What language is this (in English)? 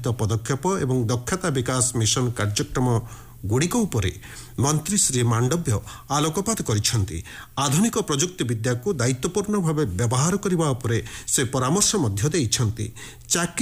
Odia